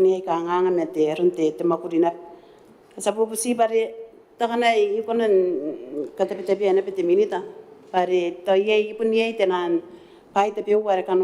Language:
Gilbertese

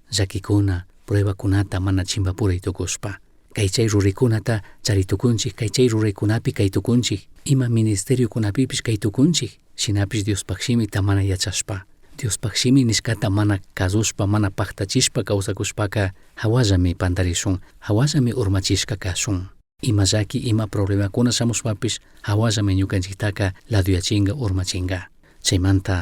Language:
Chimborazo Highland Quichua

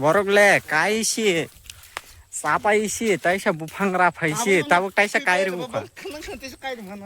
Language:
Kok Borok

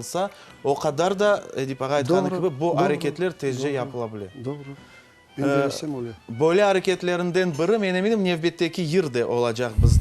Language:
Crimean Tatar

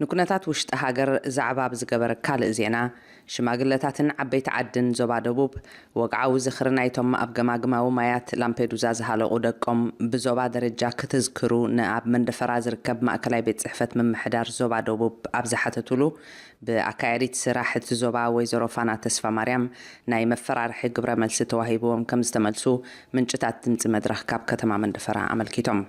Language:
Tigrinya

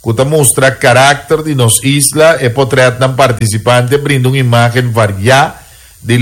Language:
Papiamento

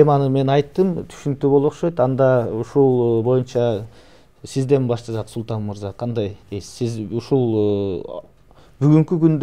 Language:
Kyrgyz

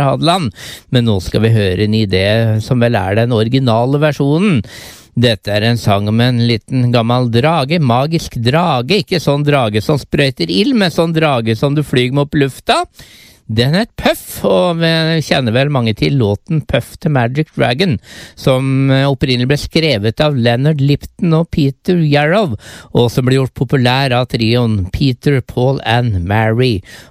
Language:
Norwegian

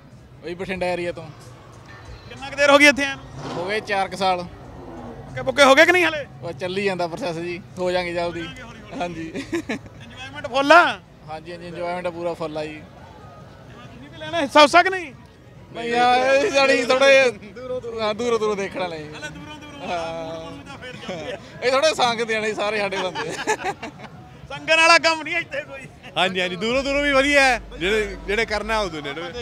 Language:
Punjabi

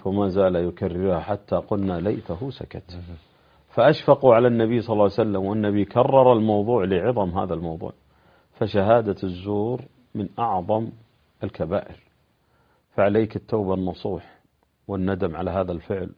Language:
Arabic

